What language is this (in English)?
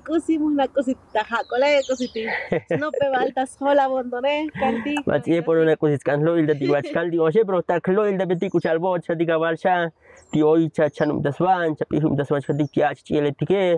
Tzotzil